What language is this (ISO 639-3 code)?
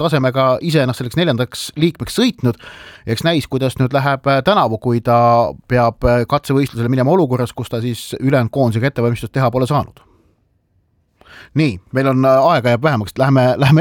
est